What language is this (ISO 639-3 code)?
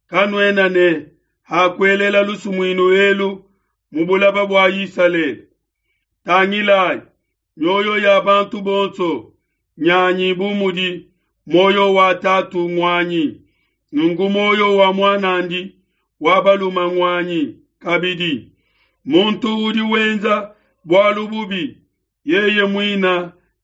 lua